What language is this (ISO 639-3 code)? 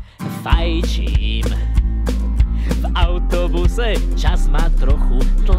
slk